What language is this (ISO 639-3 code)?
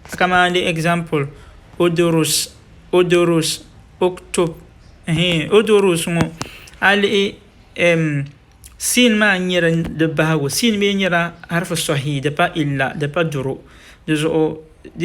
dag